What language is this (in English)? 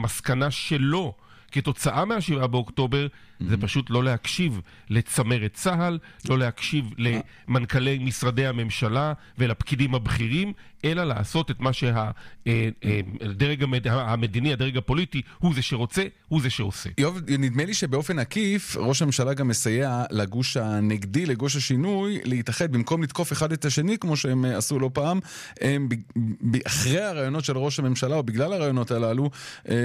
Hebrew